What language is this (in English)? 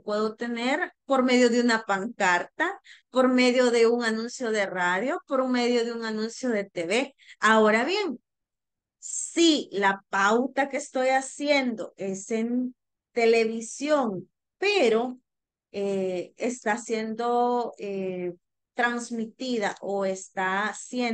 Spanish